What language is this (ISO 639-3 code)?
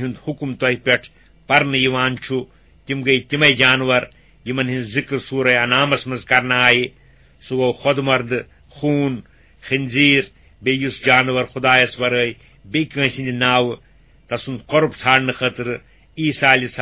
kas